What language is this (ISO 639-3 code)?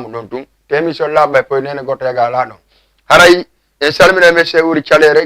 ful